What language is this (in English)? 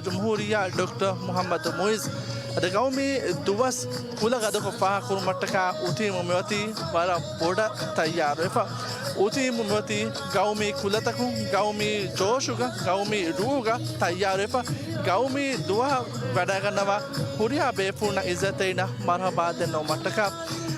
Divehi